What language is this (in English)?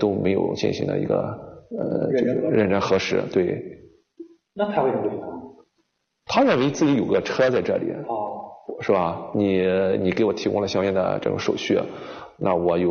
Chinese